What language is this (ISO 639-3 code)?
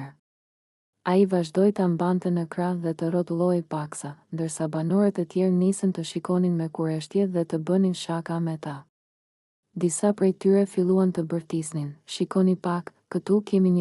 sqi